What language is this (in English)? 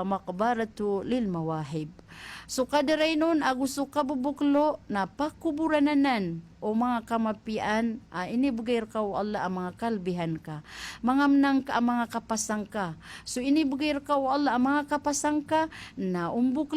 Maranao